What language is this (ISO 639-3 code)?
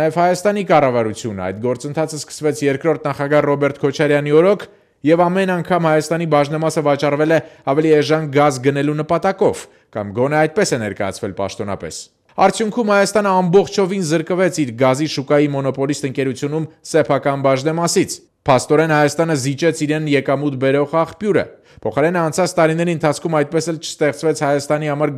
hye